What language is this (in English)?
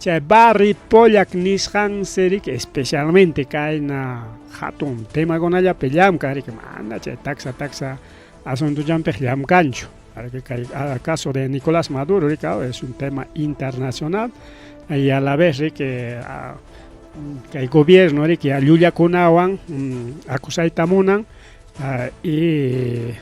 Ayacucho Quechua